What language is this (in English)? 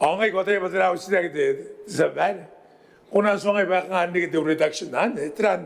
Gilbertese